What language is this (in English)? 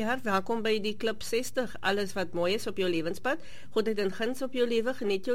Afrikaans